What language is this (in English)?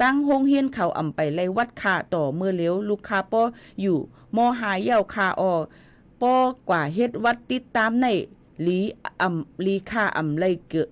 Shan